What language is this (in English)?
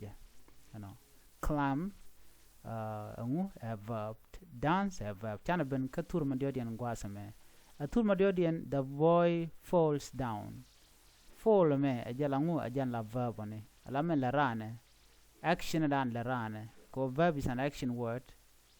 Nuer